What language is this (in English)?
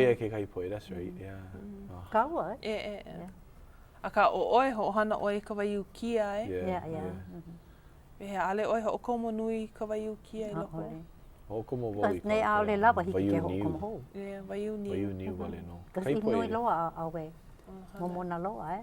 Hawaiian